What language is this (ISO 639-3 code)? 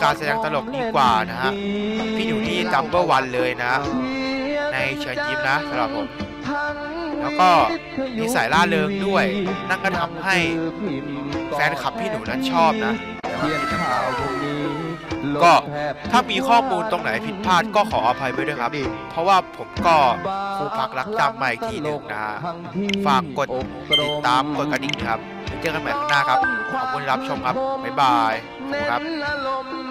tha